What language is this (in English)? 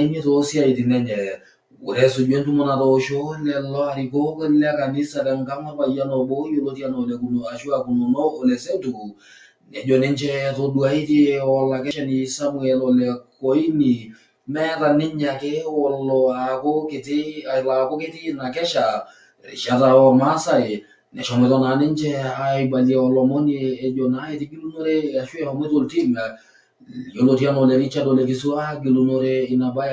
Masai